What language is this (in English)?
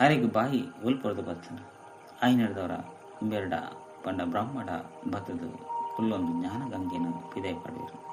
Tulu